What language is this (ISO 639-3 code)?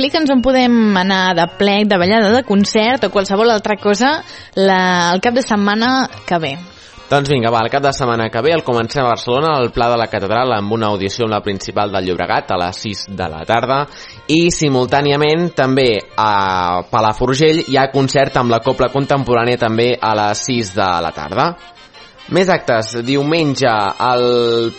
cat